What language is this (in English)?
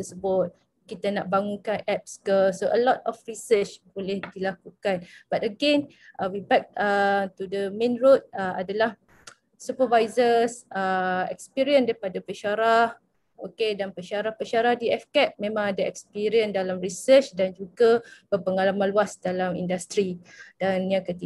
Malay